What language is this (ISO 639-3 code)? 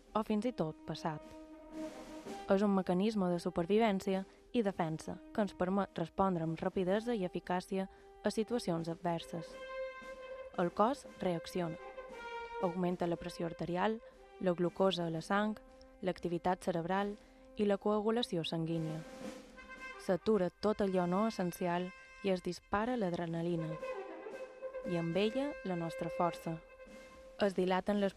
cat